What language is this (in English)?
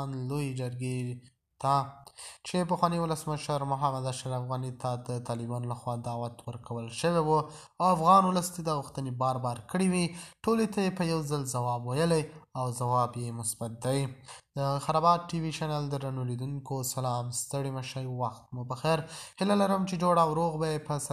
Pashto